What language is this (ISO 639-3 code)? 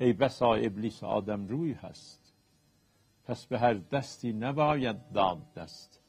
azb